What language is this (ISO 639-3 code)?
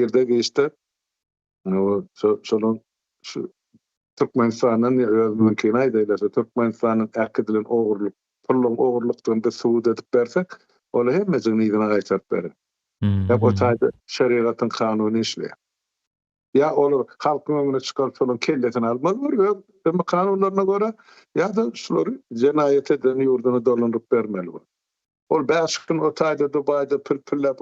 tuk